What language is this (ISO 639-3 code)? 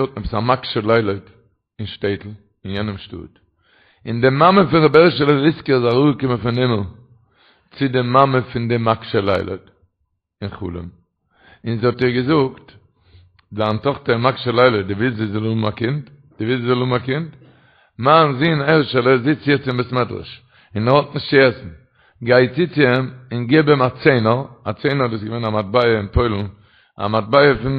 yid